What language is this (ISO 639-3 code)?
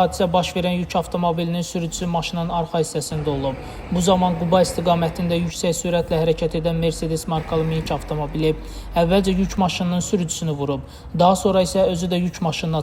aze